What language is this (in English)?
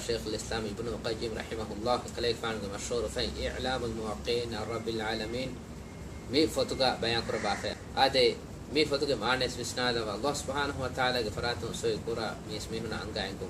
Divehi